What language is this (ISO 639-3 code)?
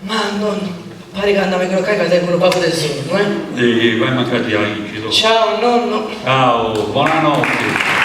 srd